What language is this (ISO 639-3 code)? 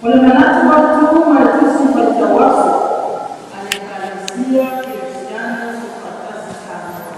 smo